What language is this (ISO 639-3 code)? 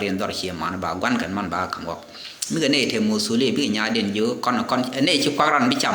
nus